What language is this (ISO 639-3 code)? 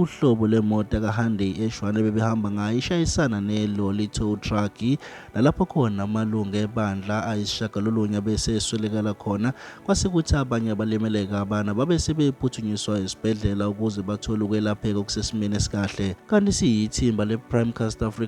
zul